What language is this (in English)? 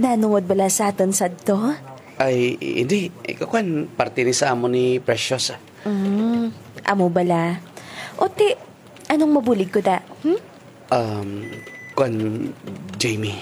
Hiligaynon